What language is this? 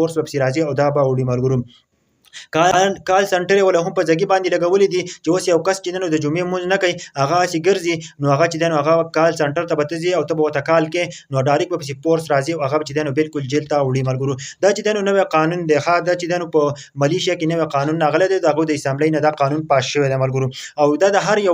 Pashto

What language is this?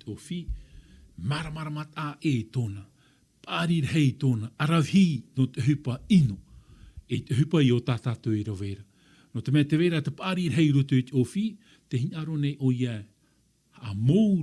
Tahitian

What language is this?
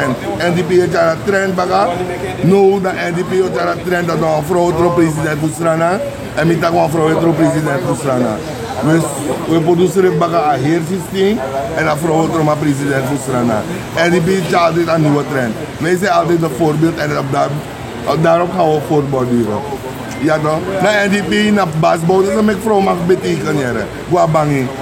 Sranan Tongo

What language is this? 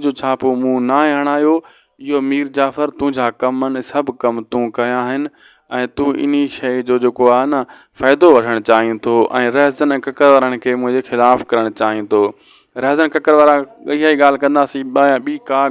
Sindhi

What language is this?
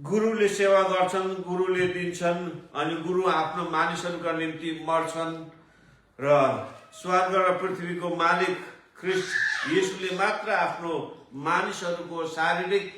Nepali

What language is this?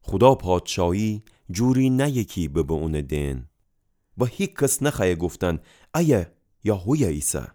Gilaki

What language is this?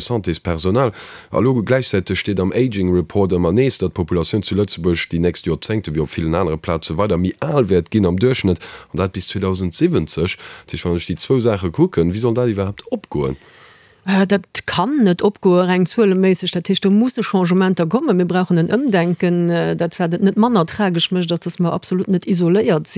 Luxembourgish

